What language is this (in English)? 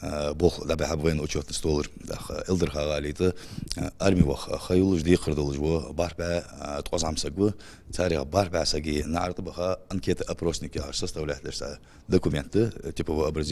Ingush